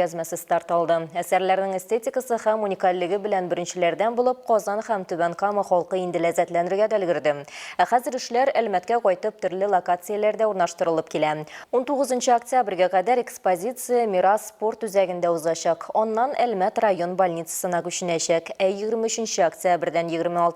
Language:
Tatar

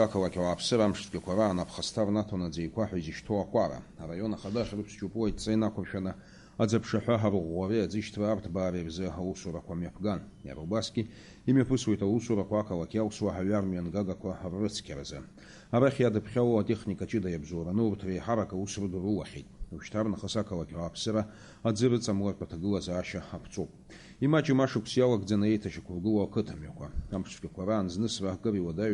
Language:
Abkhazian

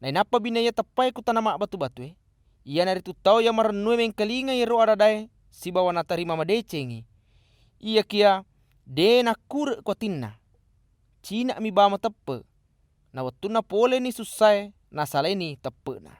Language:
Buginese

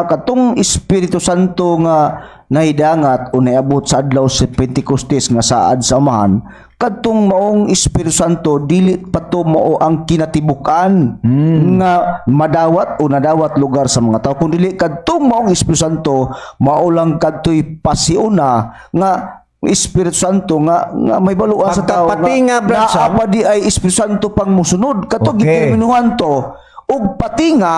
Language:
Cebuano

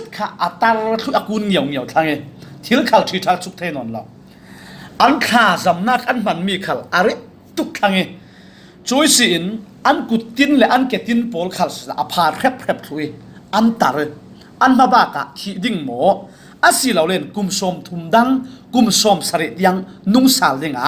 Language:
Falam Chin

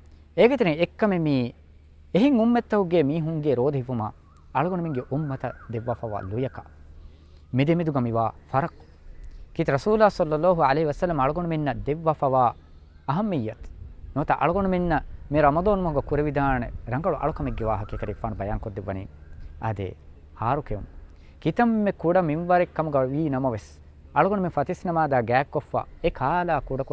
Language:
Divehi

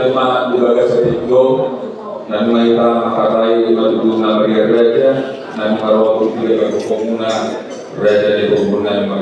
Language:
Batak Toba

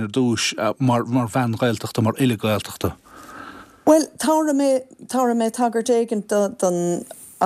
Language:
Irish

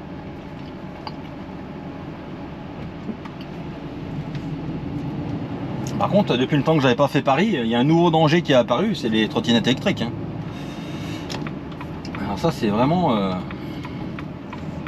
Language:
French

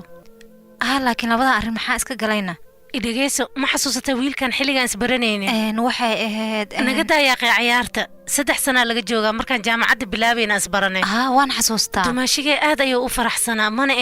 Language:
Somali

